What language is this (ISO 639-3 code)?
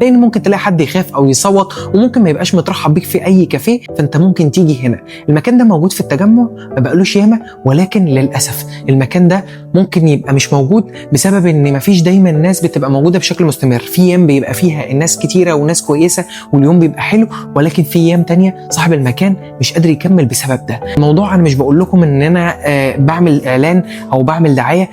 arz